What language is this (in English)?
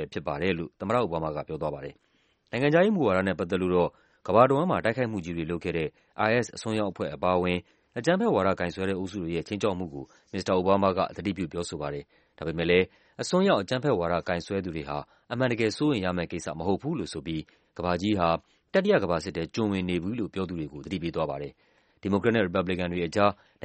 Burmese